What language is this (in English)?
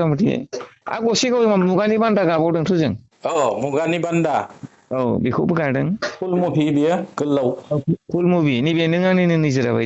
Bodo